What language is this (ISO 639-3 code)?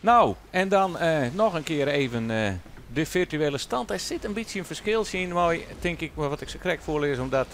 fry